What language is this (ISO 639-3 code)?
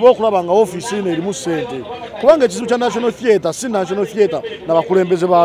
lug